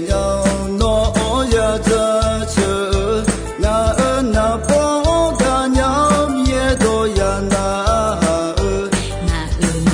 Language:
Akha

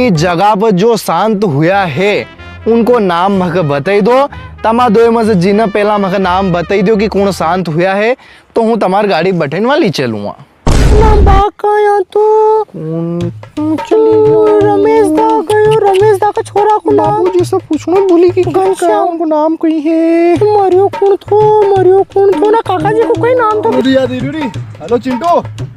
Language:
Rajasthani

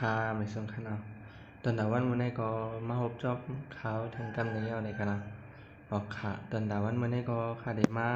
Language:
Shan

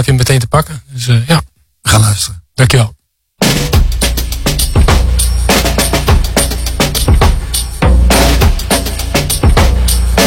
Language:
Dutch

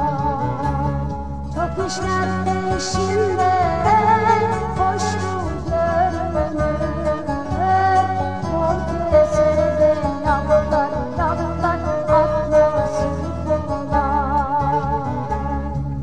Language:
Turkish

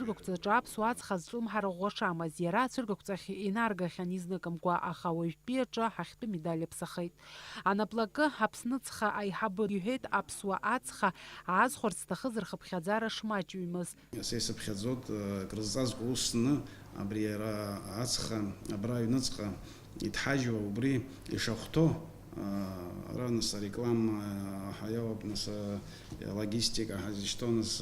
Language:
Abkhazian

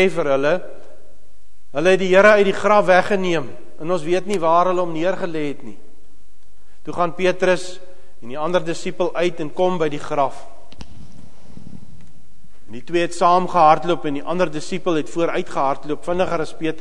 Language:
Afrikaans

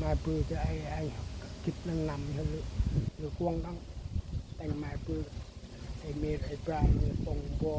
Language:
Central Mnong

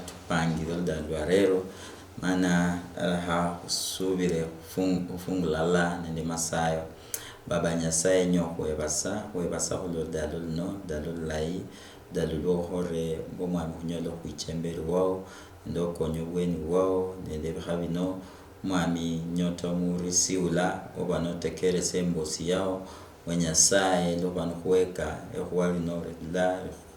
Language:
Luyia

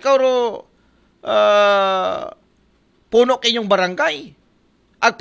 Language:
Aklanon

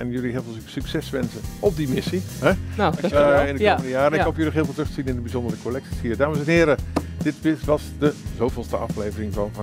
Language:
Dutch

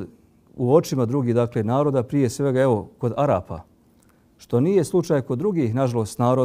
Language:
Bosnian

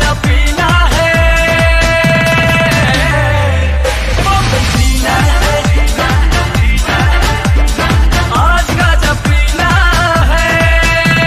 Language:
Bhojpuri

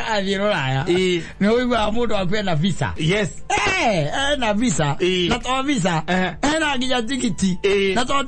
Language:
Kikuyu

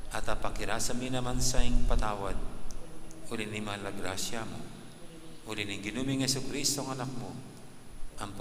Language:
Pampanga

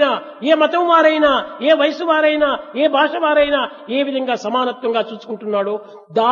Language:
Telugu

